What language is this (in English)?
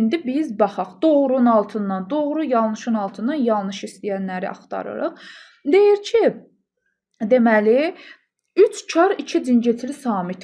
Azerbaijani